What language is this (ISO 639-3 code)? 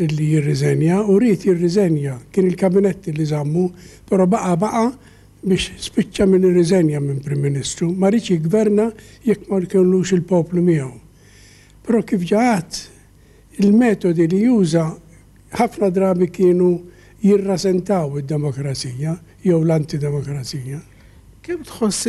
mlt